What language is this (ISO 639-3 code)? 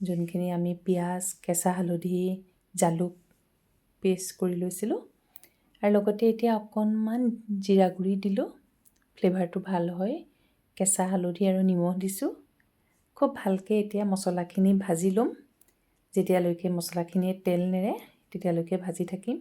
asm